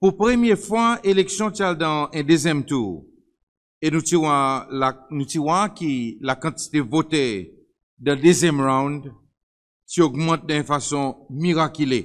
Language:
Seselwa Creole French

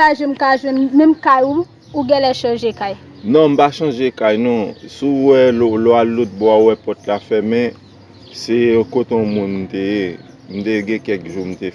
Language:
Haitian Creole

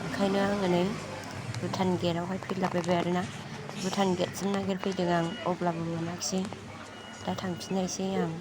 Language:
Bodo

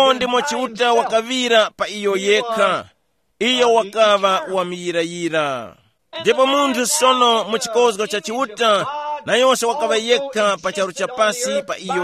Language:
Tumbuka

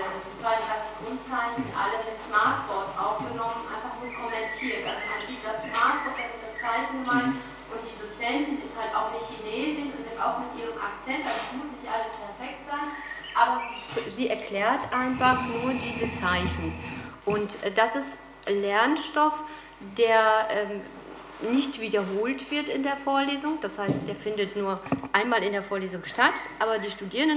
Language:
German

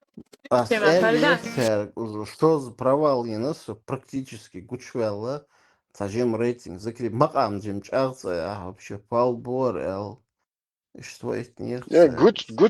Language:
Chechen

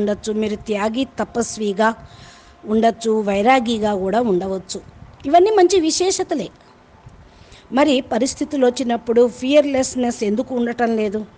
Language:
Telugu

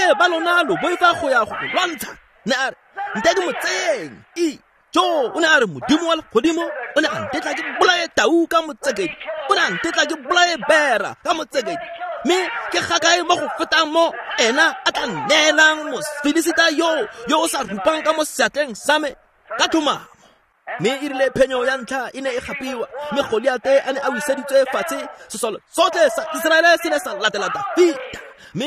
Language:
Tswana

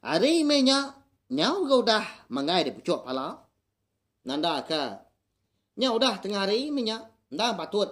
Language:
Iban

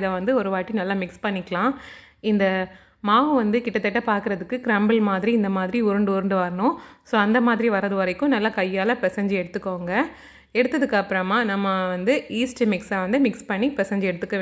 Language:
Tamil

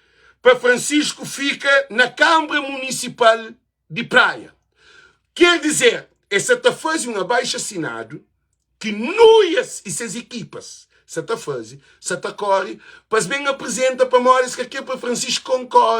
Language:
Kabuverdianu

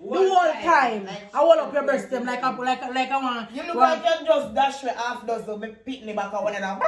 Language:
Jamaican Creole English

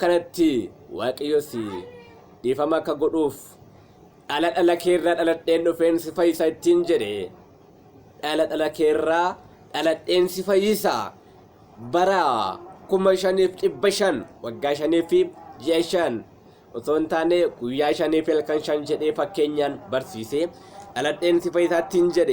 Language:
Oromo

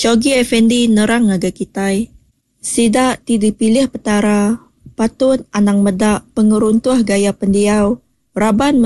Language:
Iban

